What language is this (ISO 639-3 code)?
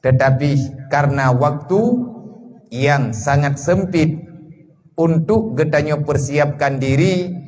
ace